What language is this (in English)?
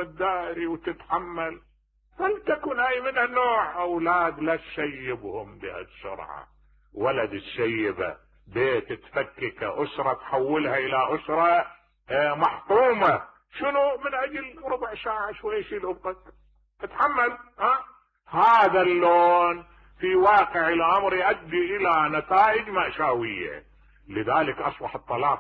Mesopotamian Arabic